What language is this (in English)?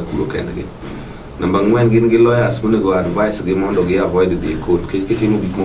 Luo (Kenya and Tanzania)